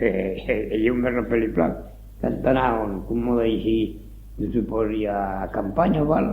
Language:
Occitan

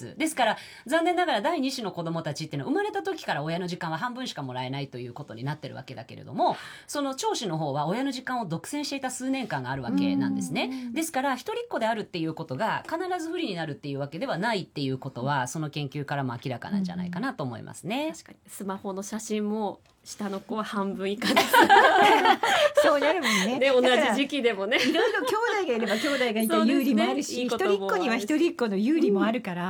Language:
Japanese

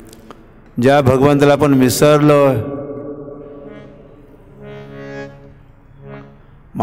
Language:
Marathi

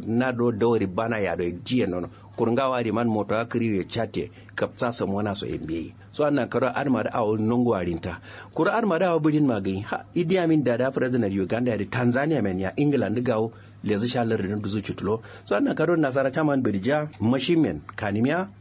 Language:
Kanuri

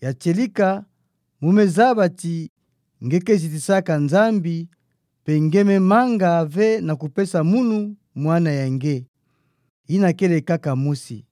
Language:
Kituba (Democratic Republic of Congo)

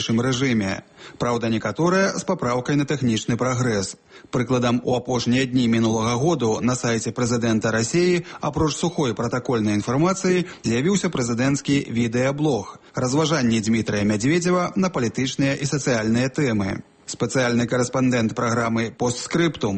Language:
Belarusian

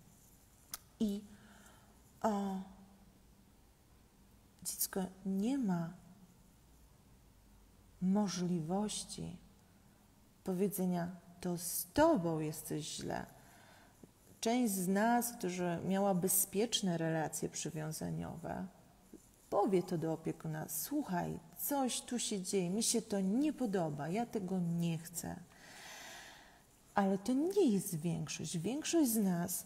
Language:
Polish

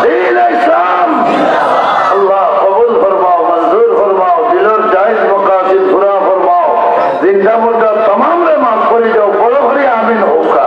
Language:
Sylheti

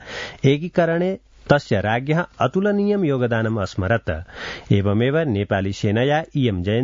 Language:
Sanskrit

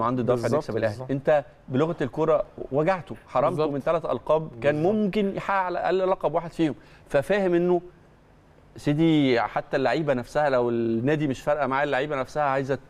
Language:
Egyptian Arabic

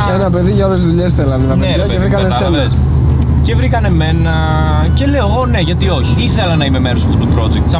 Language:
Greek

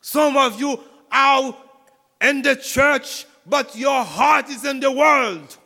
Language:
Haitian Creole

